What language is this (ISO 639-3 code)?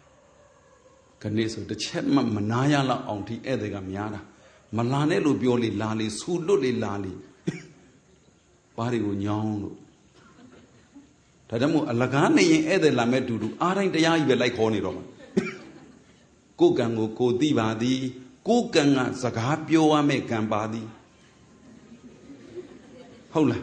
mya